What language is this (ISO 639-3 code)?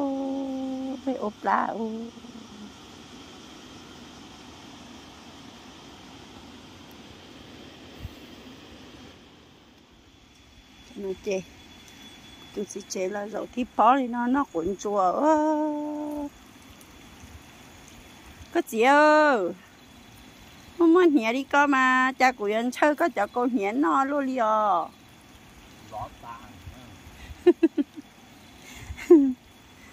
vie